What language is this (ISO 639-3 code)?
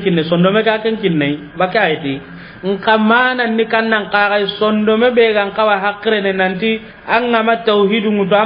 snk